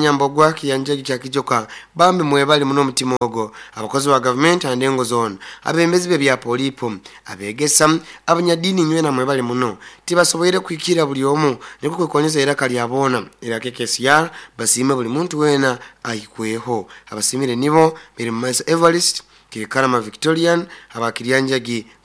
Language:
Nyoro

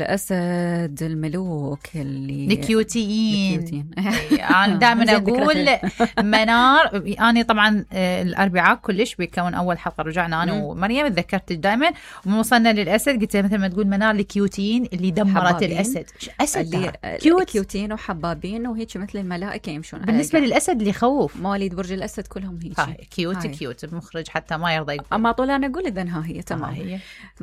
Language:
Mesopotamian Arabic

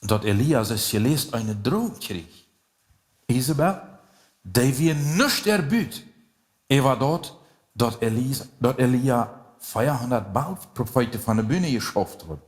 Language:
Plautdietsch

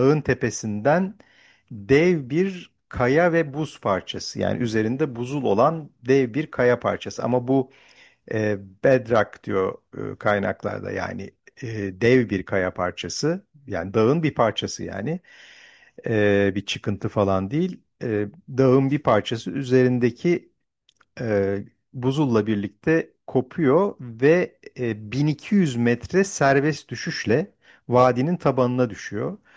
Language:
Turkish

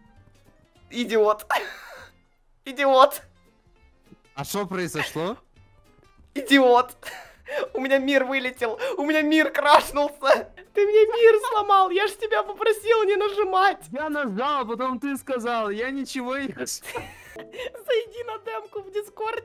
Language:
Russian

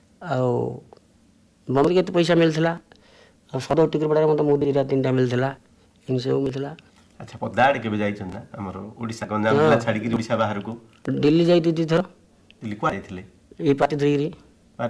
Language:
Odia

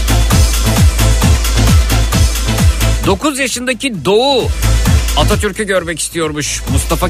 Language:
Turkish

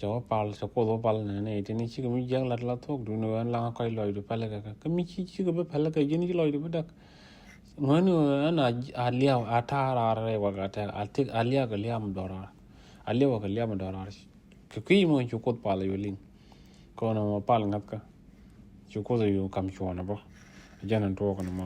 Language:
Nuer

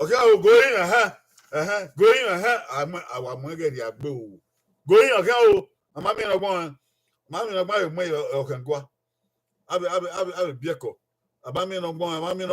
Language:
Bini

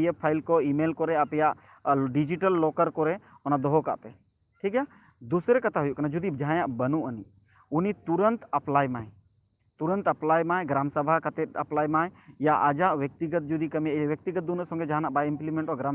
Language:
Santali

